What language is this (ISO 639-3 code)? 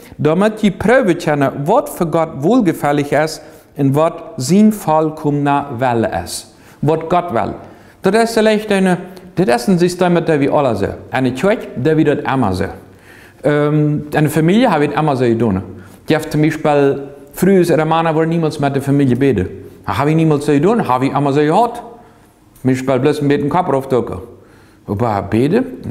pdt